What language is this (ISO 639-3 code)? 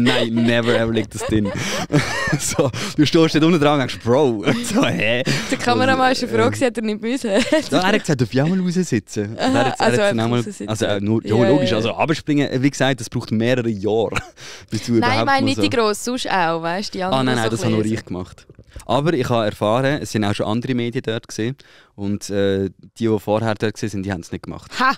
gsw